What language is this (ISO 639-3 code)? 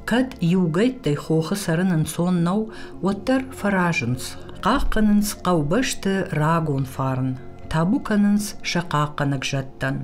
oss